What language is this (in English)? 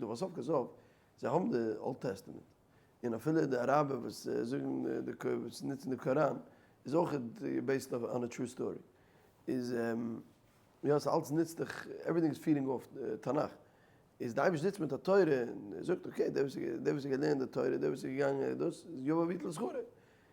Yiddish